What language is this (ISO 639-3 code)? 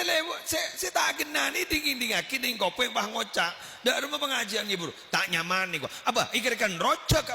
mad